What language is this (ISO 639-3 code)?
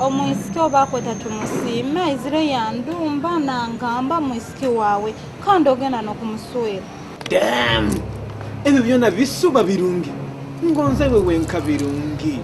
nyo